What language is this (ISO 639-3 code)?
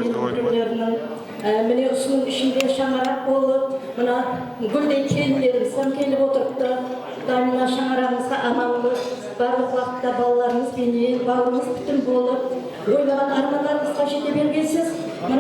kaa